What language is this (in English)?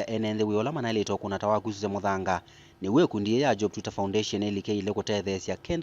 Kamba